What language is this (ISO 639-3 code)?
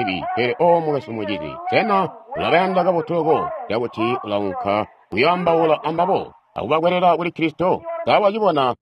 toi